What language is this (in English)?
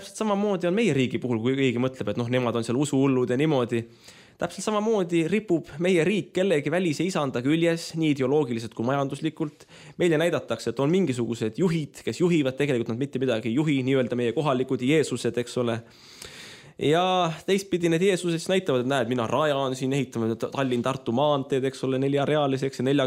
Estonian